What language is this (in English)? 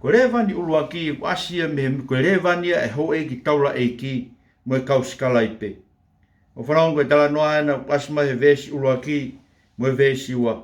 Tongan